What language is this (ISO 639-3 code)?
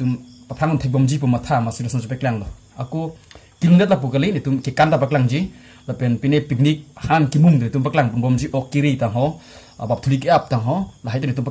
mjw